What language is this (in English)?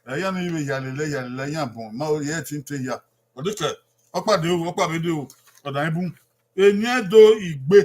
Bini